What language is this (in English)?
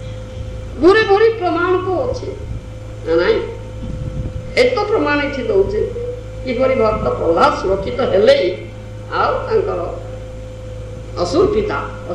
Odia